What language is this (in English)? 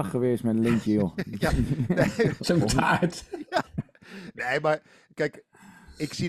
Dutch